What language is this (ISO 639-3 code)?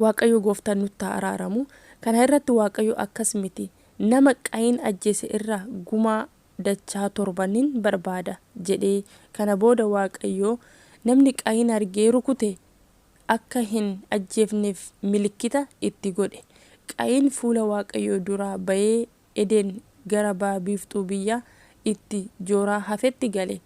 orm